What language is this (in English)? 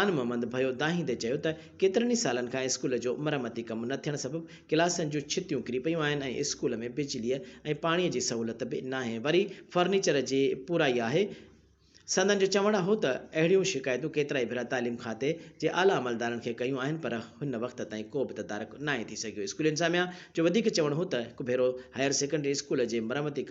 Sindhi